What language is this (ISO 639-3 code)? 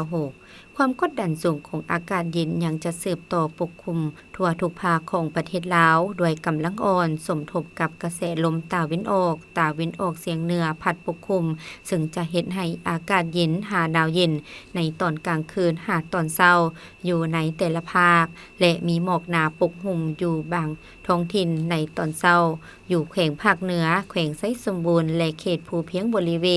lao